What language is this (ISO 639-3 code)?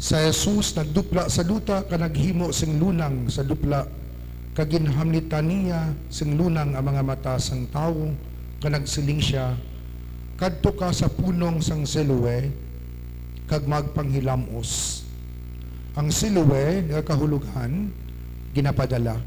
hil